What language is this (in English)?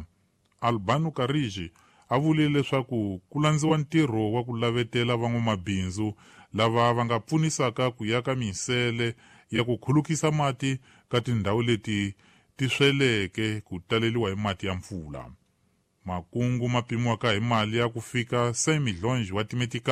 Tsonga